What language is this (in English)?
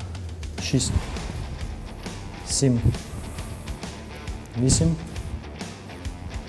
Ukrainian